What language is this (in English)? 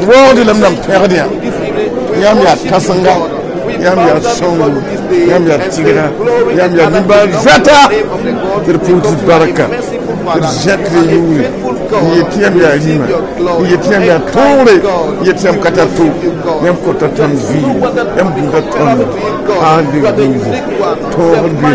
Mossi